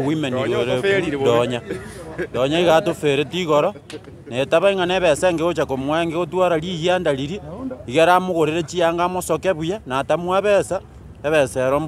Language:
Gusii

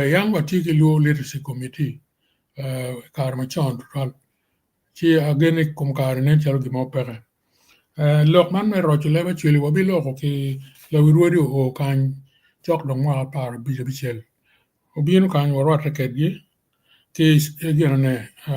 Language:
Acoli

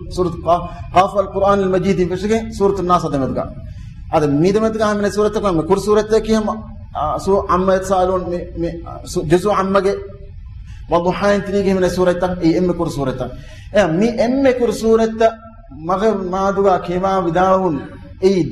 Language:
Divehi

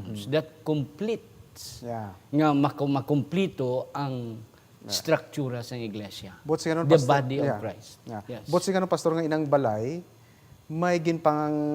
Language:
Hiligaynon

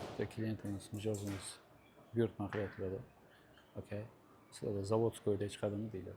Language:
Uzbek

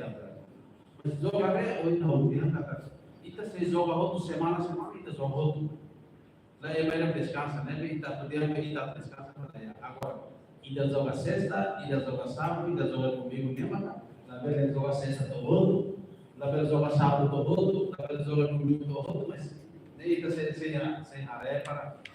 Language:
Tetum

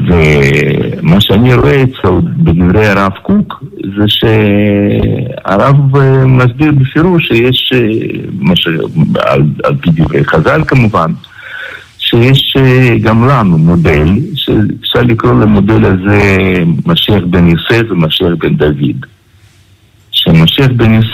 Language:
Hebrew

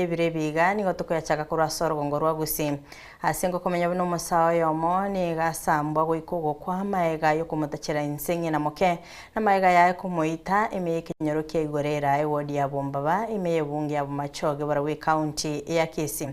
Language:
Gusii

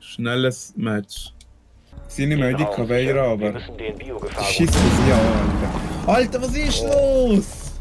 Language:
Swiss German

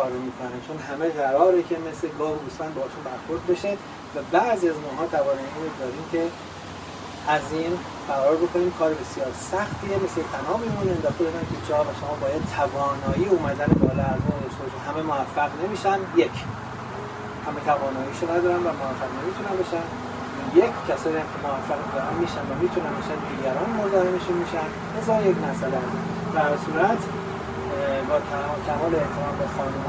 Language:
Persian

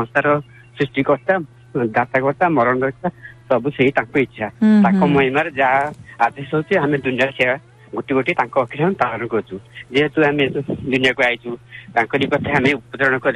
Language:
Odia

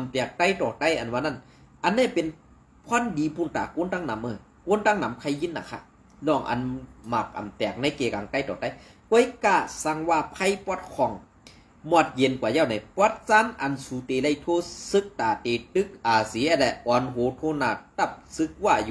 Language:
Shan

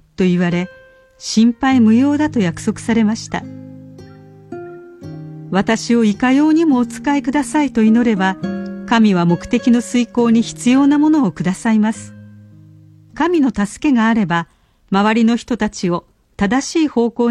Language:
Japanese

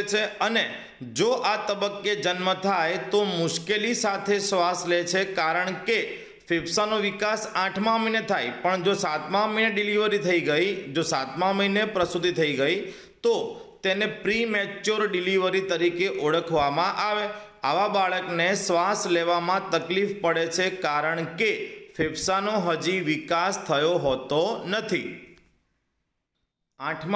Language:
Gujarati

